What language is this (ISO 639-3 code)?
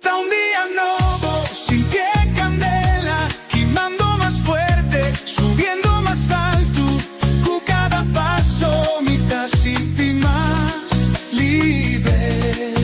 pap